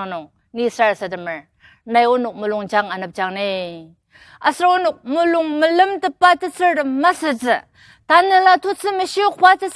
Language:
Ao Naga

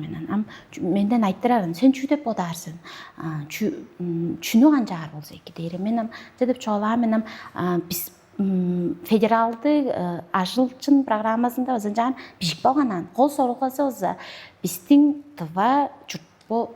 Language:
Tuvinian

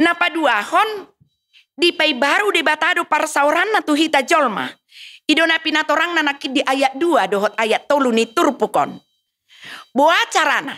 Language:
Batak Toba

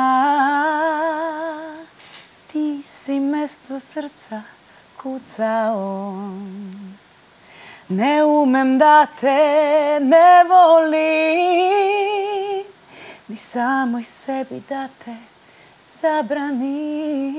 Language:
Serbian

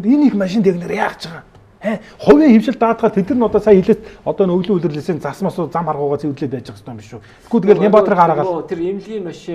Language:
Mongolian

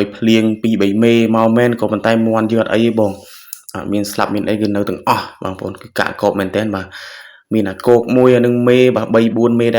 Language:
Khmer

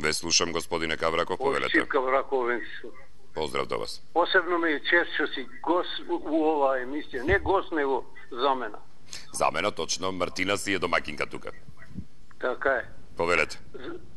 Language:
Macedonian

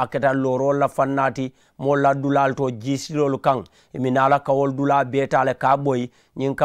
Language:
Mandingo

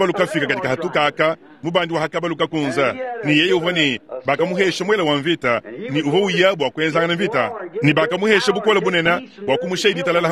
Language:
Luba-Lulua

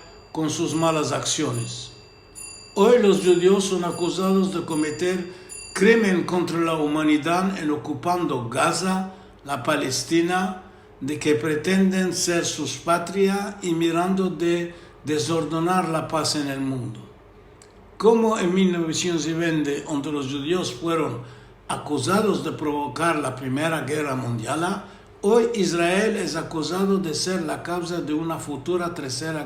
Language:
Ladino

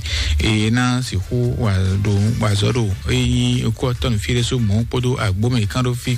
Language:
Fon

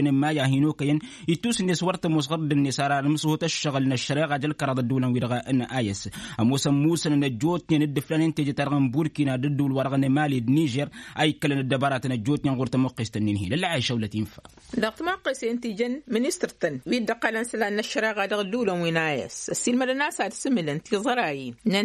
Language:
Tamasheq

